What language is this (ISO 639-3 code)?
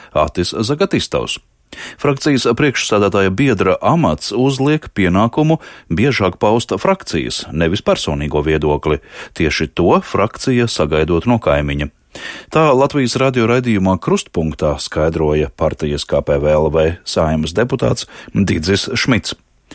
lav